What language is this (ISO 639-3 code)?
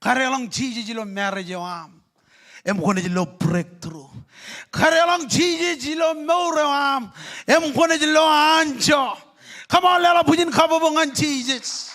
mah